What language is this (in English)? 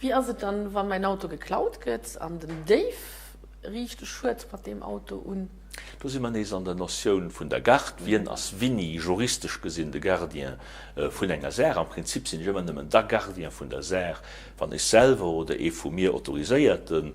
Luxembourgish